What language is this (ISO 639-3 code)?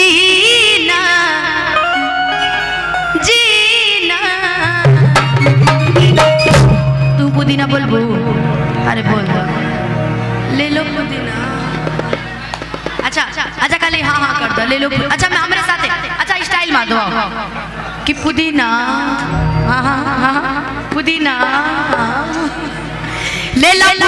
bho